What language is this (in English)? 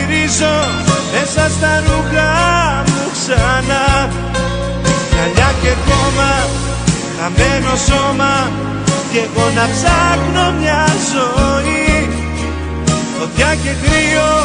Greek